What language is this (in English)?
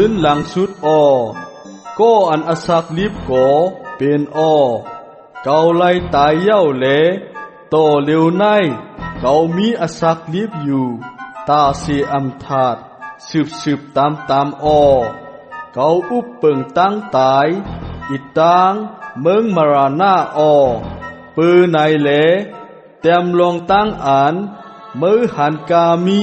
Shan